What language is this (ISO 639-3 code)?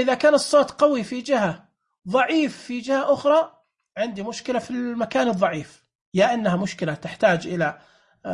ars